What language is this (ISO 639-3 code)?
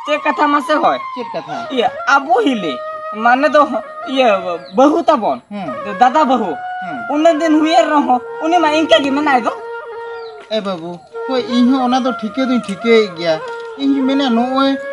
sat